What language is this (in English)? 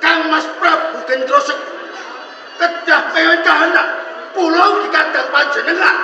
Javanese